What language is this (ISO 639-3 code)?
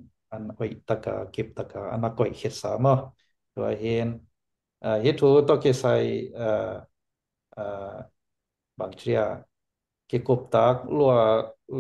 ctd